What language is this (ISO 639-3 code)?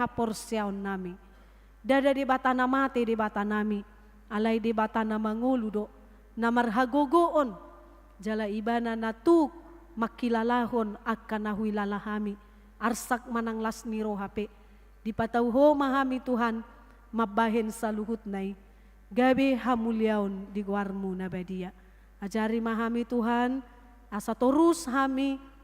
bbc